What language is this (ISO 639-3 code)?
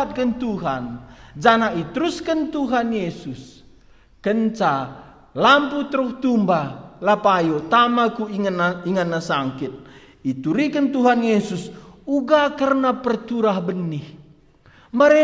btx